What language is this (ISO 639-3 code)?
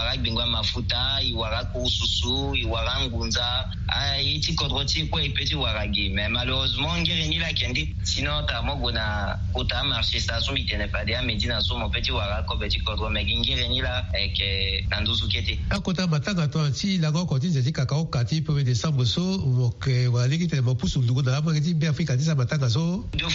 sag